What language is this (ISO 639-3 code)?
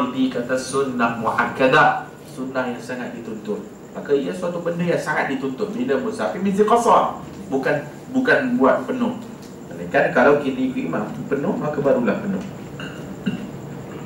msa